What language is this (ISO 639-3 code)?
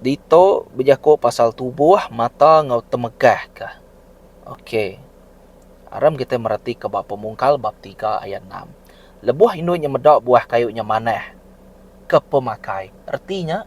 iba